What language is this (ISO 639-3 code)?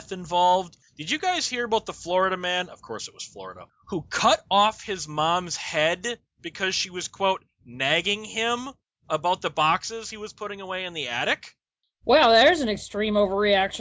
eng